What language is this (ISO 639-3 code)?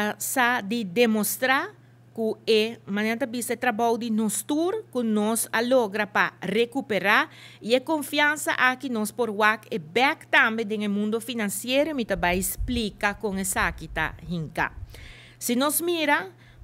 pap